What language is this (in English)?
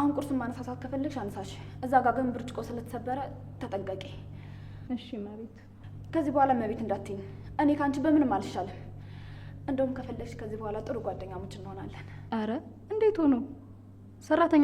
Amharic